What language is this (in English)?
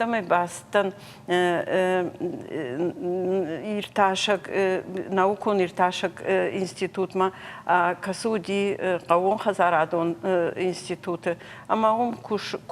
Ossetic